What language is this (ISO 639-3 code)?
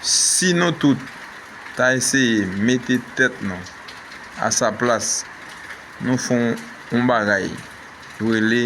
hat